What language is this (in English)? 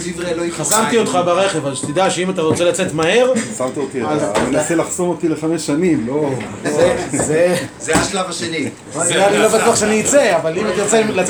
Hebrew